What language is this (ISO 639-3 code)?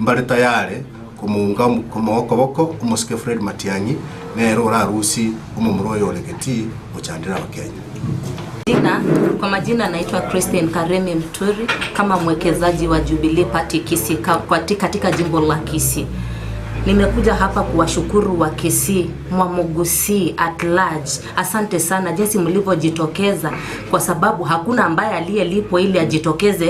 guz